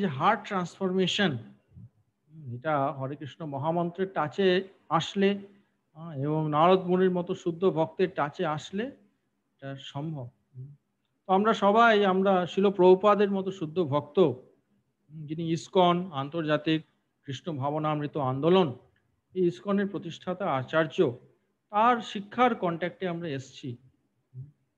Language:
Bangla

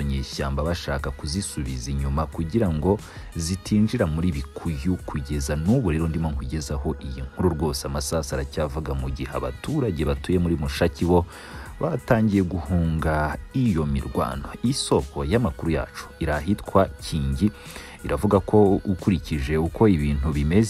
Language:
Kinyarwanda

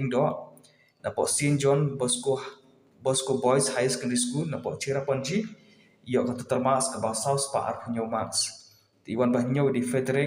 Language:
Khasi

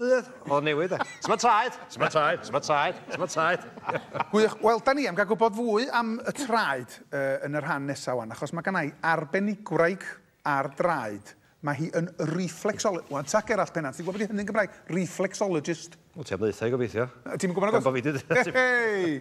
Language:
Welsh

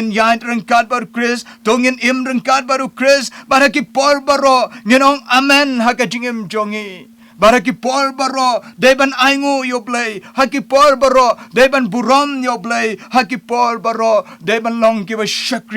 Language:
Khasi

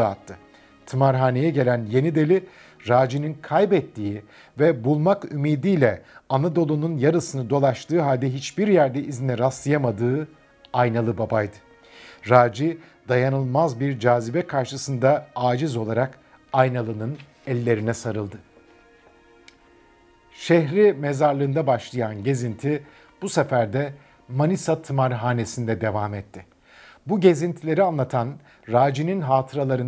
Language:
Turkish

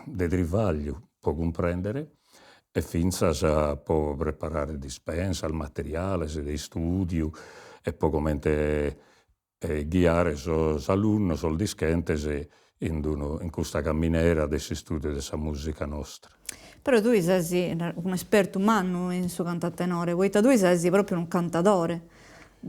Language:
Sardinian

